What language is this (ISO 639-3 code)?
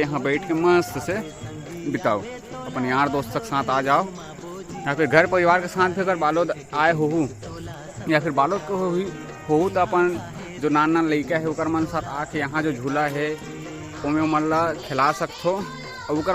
hne